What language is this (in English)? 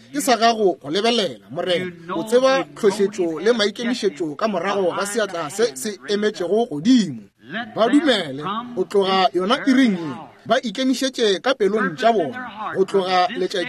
Northern Sotho